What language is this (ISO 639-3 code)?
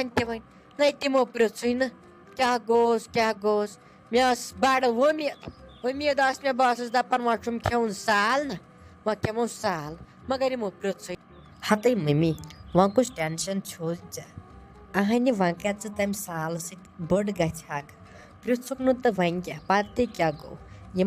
kas